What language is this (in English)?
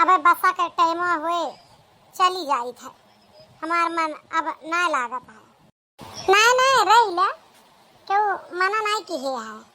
Awadhi